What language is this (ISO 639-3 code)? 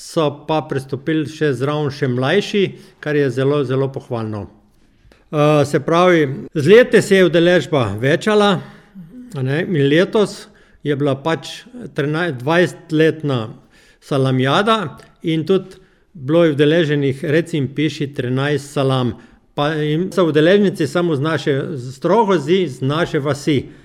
slv